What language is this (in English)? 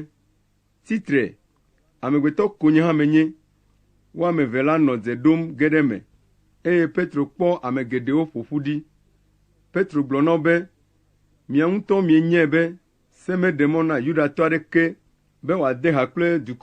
Ewe